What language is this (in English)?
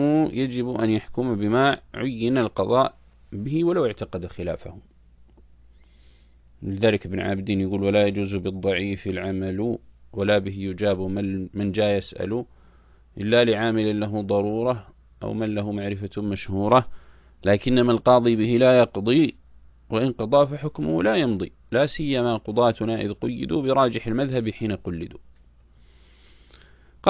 Arabic